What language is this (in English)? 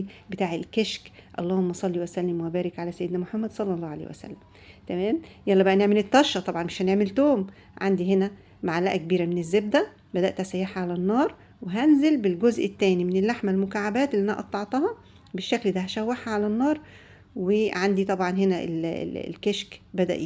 Egyptian Arabic